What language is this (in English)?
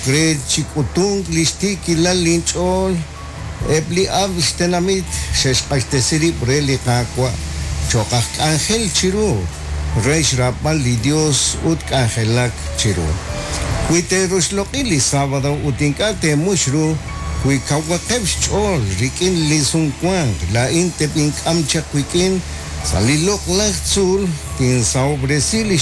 Kekchí